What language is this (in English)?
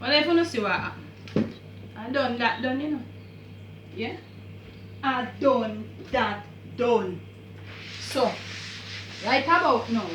Jamaican Creole English